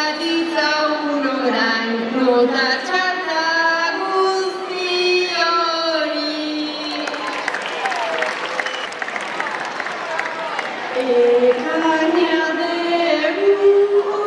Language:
Basque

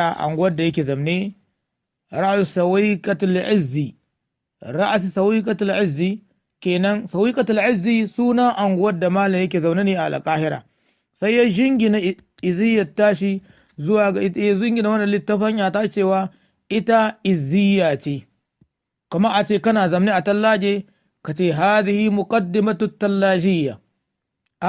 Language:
Hausa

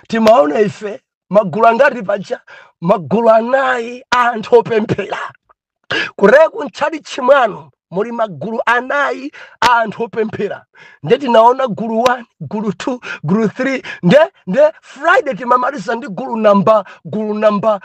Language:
Nyanja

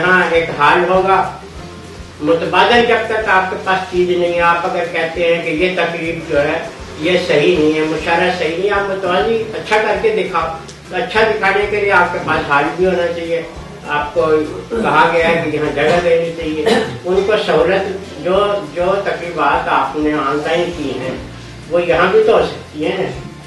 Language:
Urdu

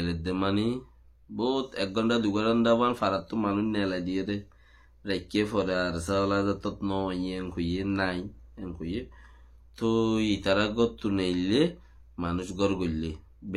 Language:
Rohingya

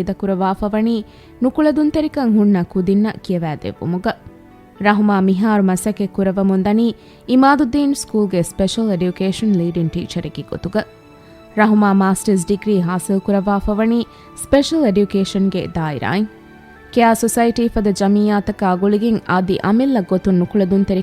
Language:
Divehi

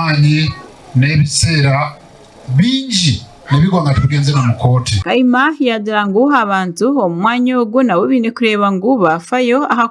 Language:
Nyankole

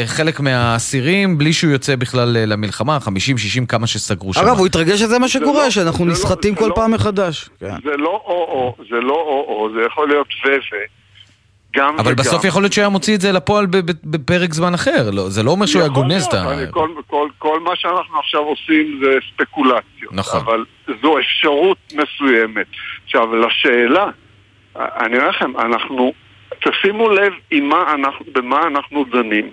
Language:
Hebrew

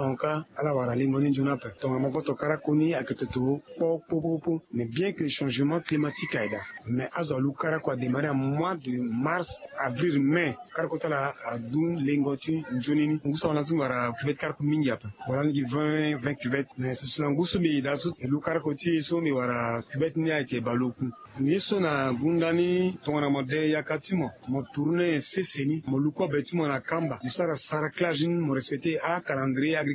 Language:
Sango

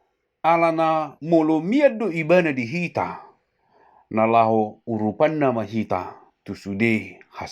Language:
Batak Toba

